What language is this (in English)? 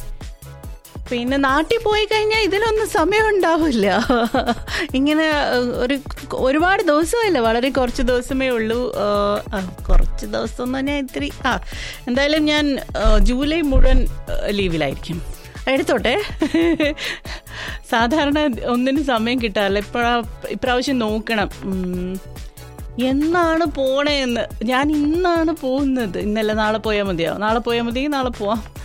Malayalam